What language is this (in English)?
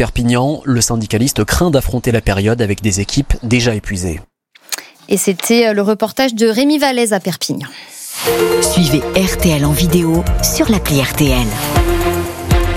French